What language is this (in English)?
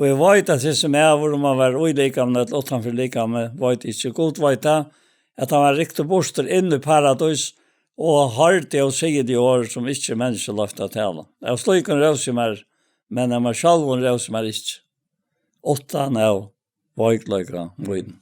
Faroese